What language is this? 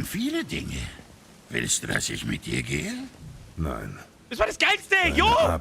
Bavarian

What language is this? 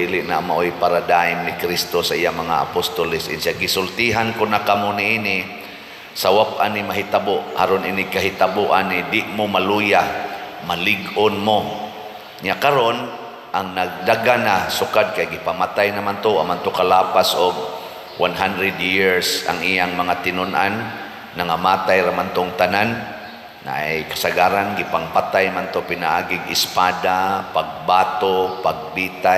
Cebuano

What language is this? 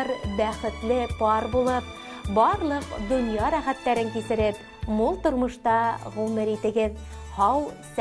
Bashkir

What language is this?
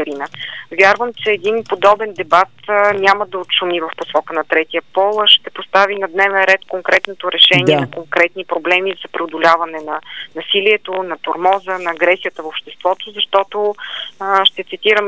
Bulgarian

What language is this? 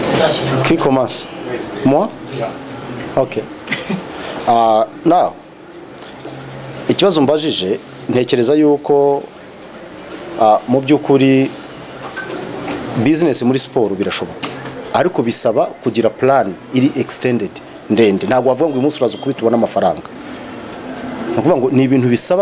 Kinyarwanda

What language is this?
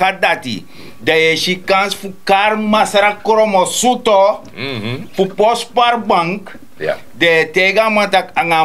Sranan Tongo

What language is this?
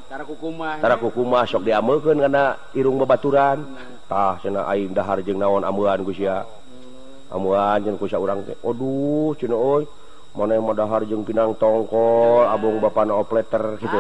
Sundanese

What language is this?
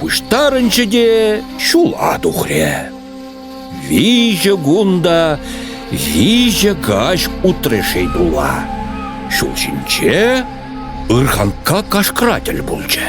Chuvash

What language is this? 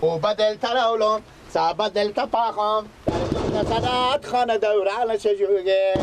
Persian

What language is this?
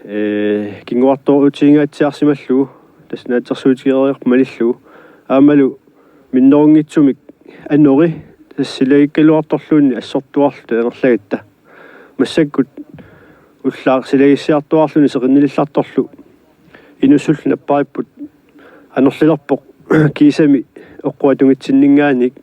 Kalaallisut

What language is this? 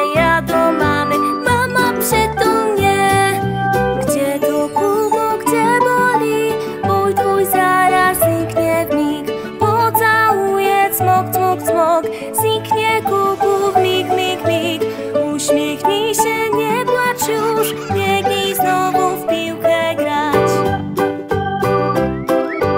Polish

